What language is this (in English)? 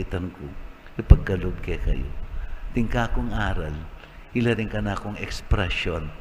Pampanga